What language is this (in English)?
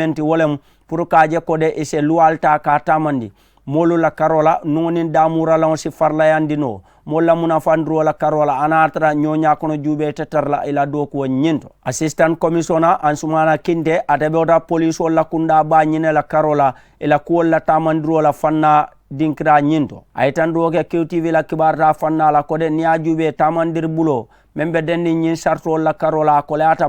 Mandingo